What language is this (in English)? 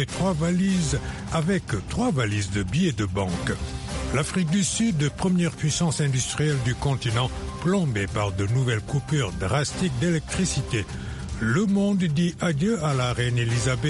French